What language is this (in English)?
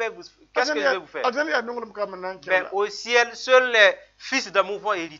Mossi